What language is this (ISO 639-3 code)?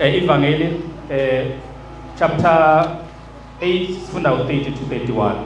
zul